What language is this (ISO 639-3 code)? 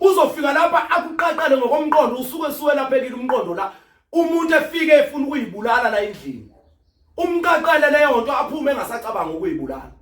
zul